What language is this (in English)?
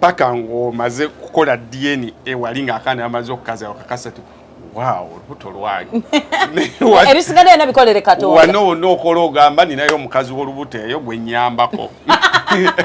Ganda